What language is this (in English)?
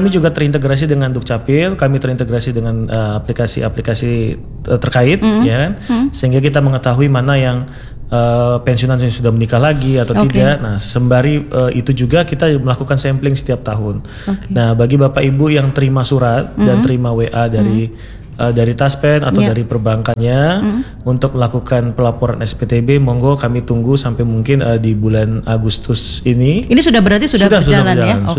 Indonesian